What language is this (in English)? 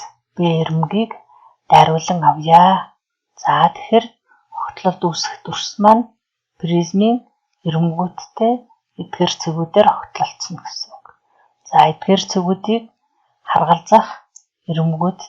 Mongolian